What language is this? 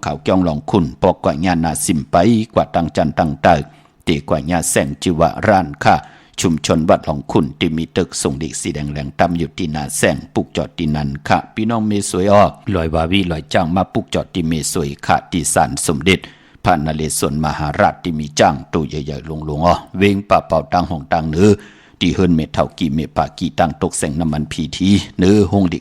Shan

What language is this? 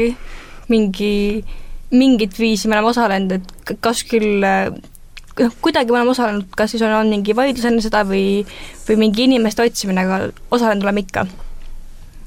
Estonian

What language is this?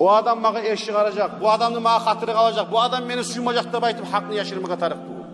Kumyk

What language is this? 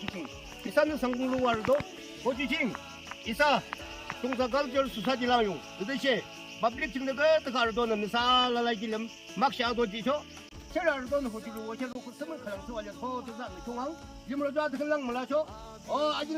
Yimchungru Naga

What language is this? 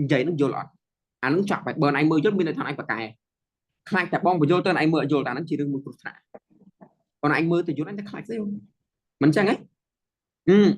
Khmer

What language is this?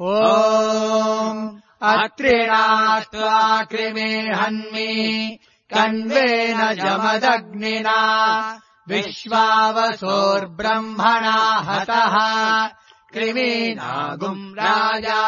Sanskrit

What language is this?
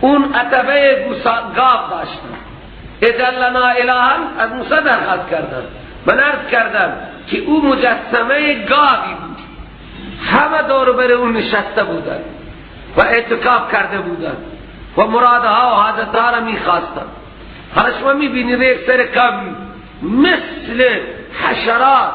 Persian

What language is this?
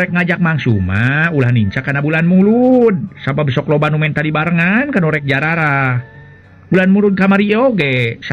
Sundanese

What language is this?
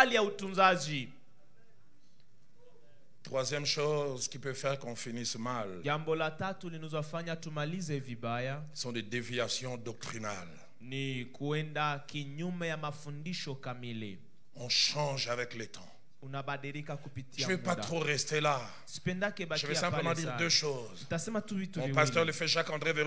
Swahili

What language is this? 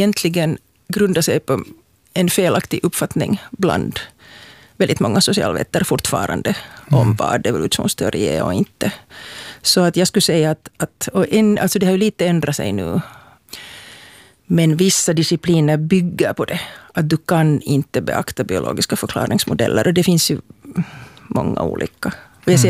Swedish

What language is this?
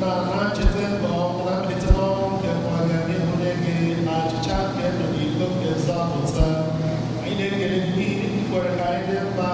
Igbo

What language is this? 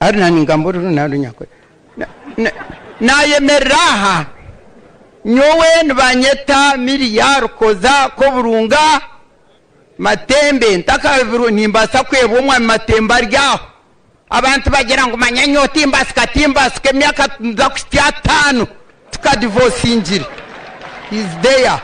Nyankole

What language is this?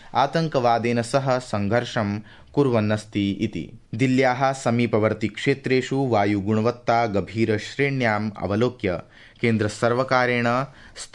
Sanskrit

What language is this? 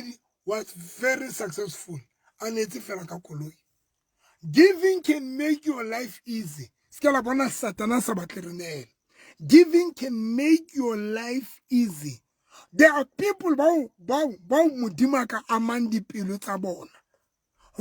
Southern Sotho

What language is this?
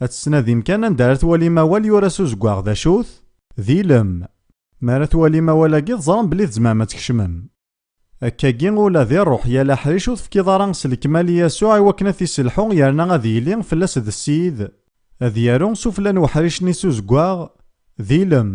Kabyle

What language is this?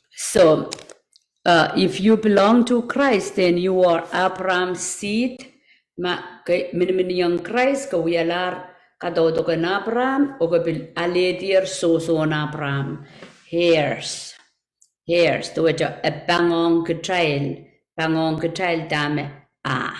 Pohnpeian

